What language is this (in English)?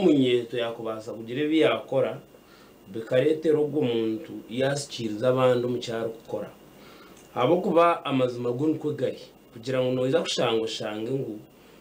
Nyankole